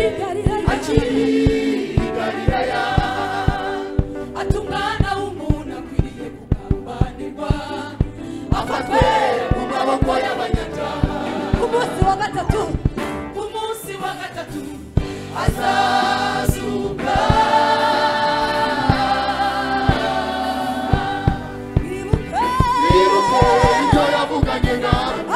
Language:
Kinyarwanda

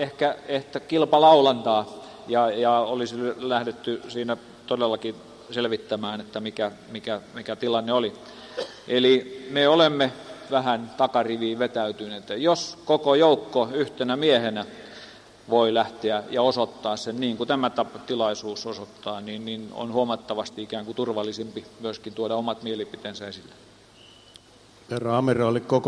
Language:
Finnish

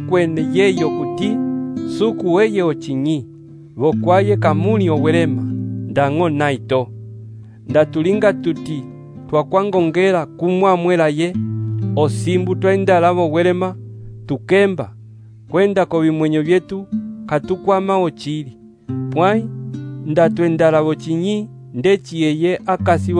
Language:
Umbundu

